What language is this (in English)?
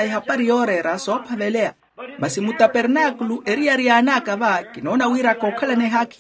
Makhuwa